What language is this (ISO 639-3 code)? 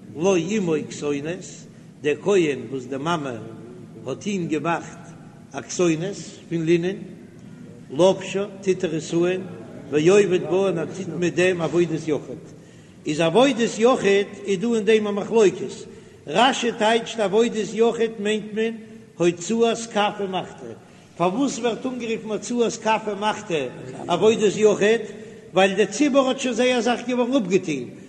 yid